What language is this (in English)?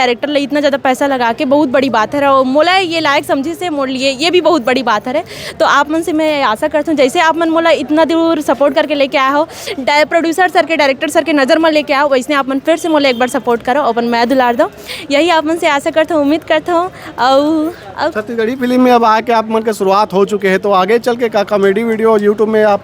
Chhattisgarhi